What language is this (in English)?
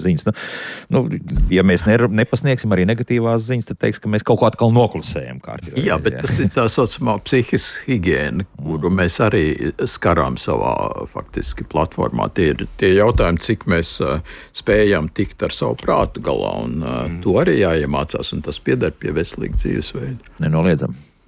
Latvian